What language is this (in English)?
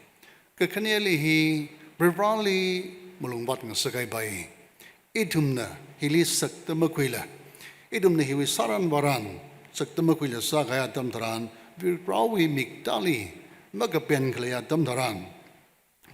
Tangkhul Naga (India)